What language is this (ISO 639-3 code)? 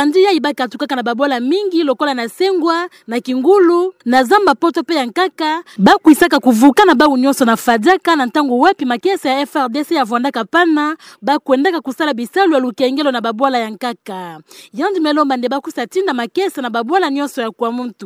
ktu